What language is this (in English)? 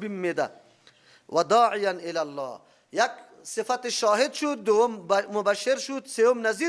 Persian